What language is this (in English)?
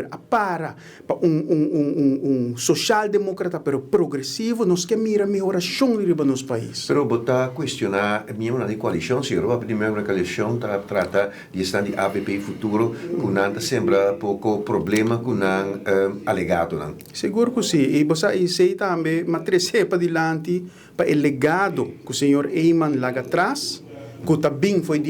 Papiamento